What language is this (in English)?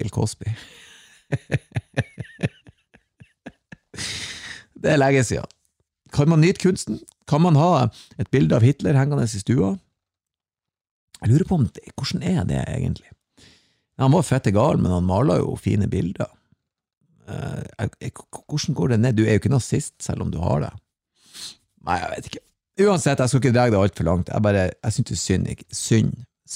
Norwegian